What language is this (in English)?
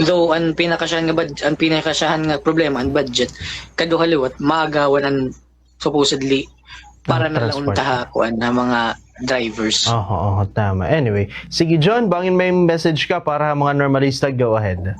Waray